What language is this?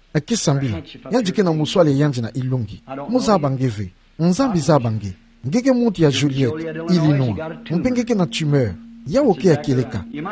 Kituba (Democratic Republic of Congo)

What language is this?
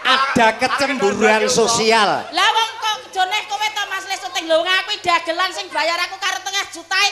Javanese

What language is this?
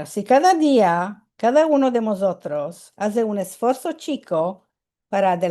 Ladino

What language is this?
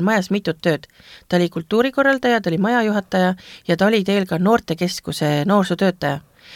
Estonian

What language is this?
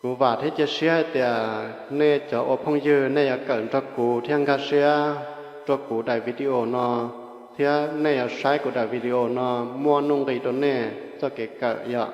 Hmong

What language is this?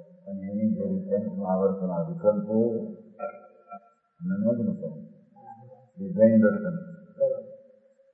Gujarati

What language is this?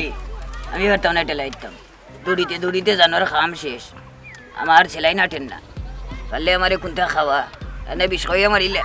Sylheti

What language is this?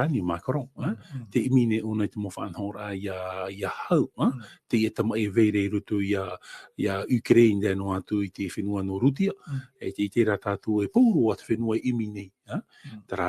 Tahitian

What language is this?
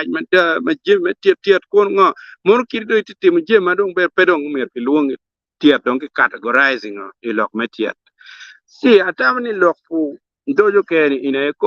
Acoli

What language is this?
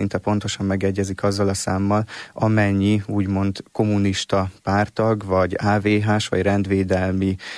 Hungarian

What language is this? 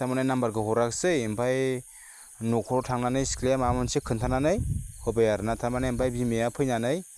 Bodo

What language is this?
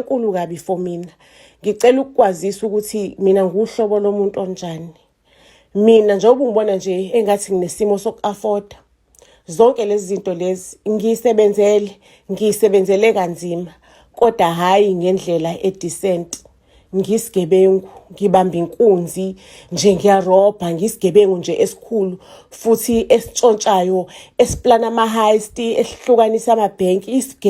Zulu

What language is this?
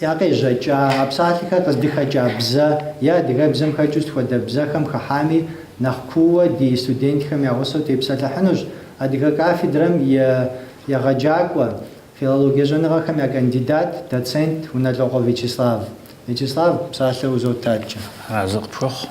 Kabardian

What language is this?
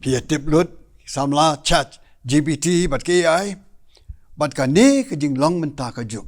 Khasi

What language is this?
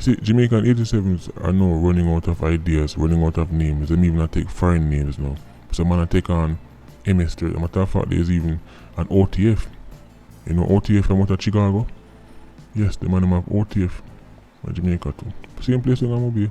Jamaican Creole English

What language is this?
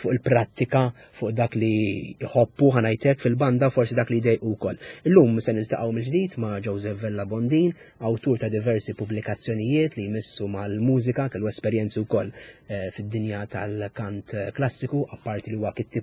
Maltese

